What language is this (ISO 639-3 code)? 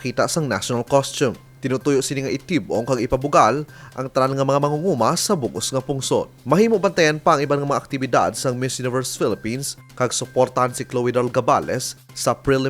hil